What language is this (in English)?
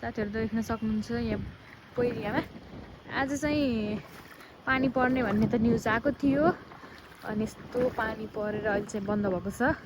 Nepali